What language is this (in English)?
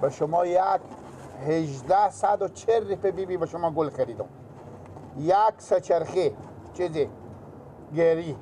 Persian